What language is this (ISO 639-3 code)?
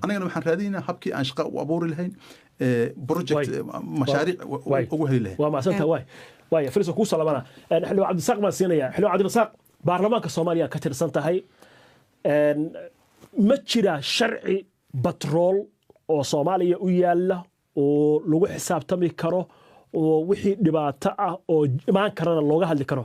som